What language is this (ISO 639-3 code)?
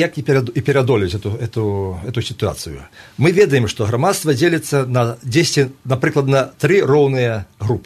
bel